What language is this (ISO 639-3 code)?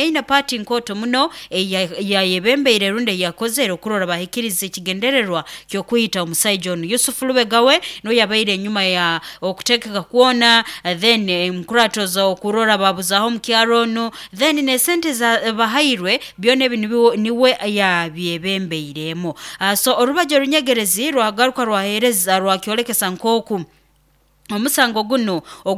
nyo